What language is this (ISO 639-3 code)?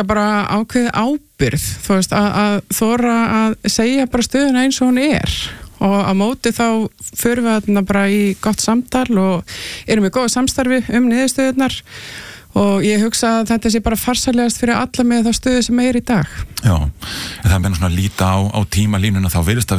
isl